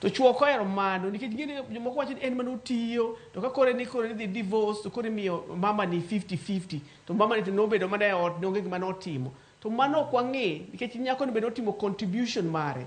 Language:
Luo (Kenya and Tanzania)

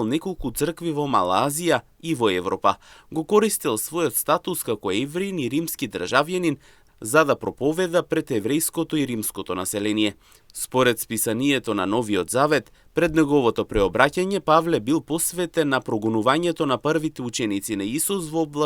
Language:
Macedonian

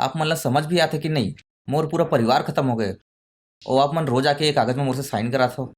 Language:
Chhattisgarhi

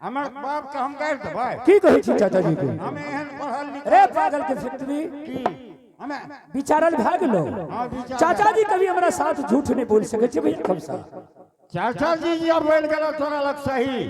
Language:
Angika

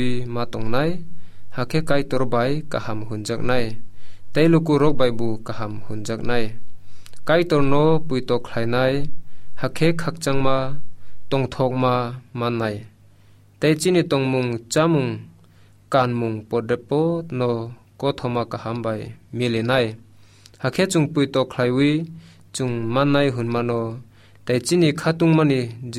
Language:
Kok Borok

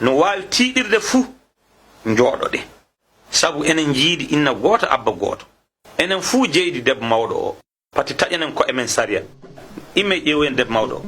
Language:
Fula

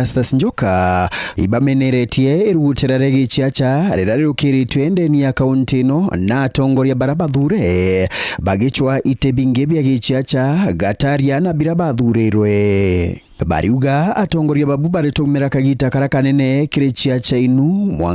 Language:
Meru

